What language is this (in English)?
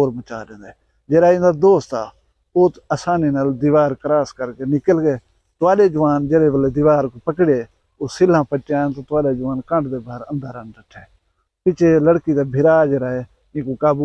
Saraiki